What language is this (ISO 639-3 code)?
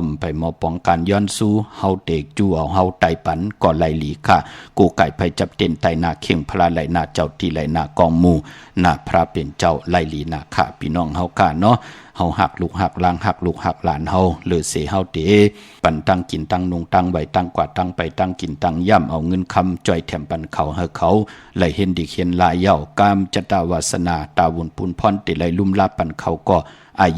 shn